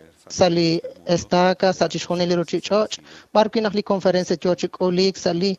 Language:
Kekchí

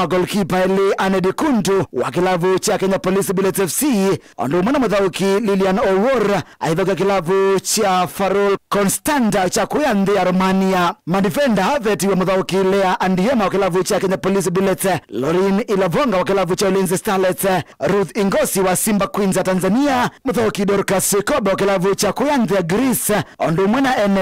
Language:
Kamba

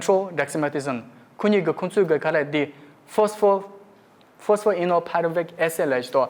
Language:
Tibetan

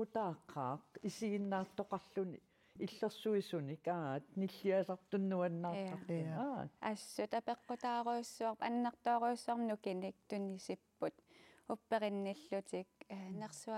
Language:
Kalaallisut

